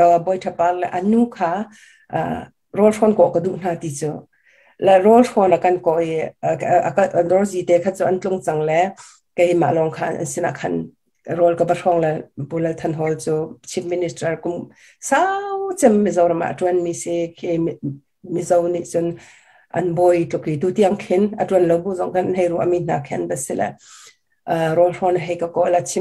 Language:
Hakha Chin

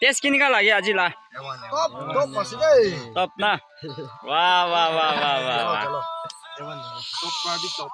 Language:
Naga Pidgin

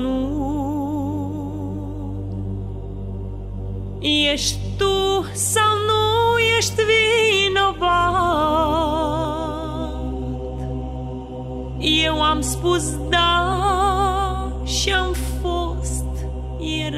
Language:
Romanian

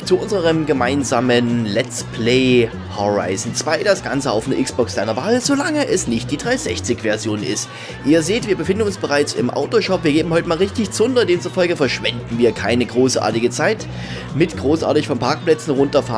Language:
German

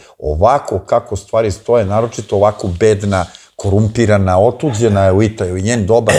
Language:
Serbian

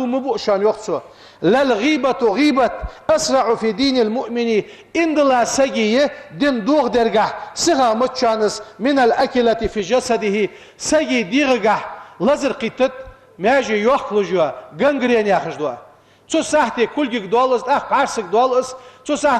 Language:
Ingush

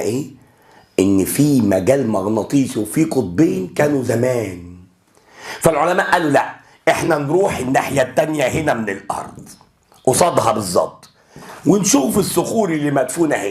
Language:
Egyptian Arabic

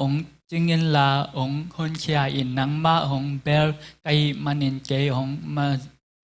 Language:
Tedim Chin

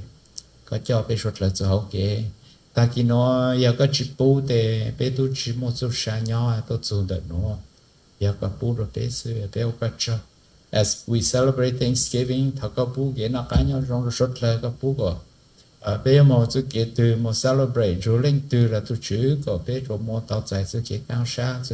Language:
Hmong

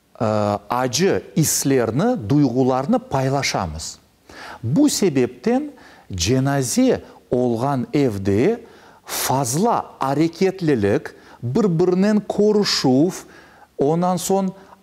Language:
Crimean Tatar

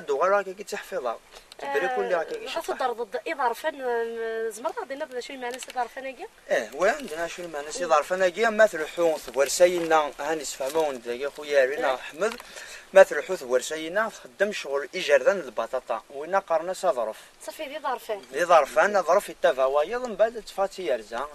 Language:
Kabyle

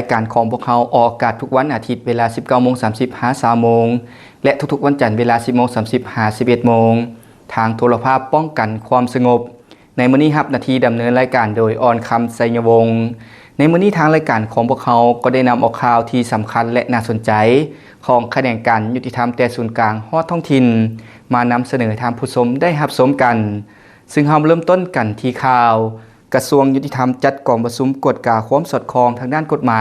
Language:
Lao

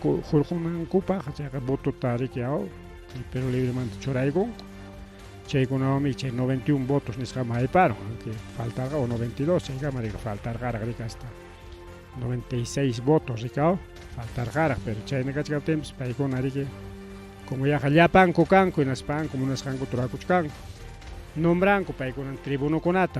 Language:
Ayacucho Quechua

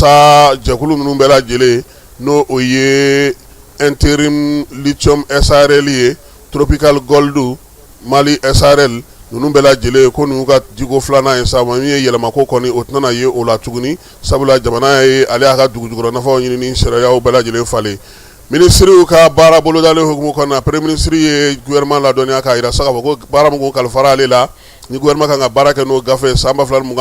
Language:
Bambara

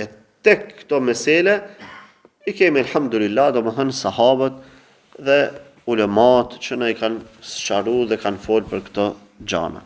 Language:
Albanian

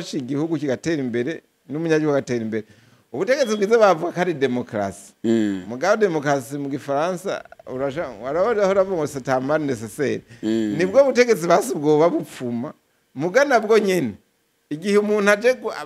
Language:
Rundi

